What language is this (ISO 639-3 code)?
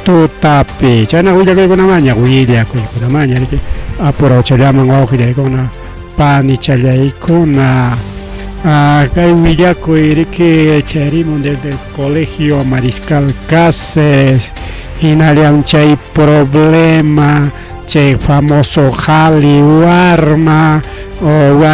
quy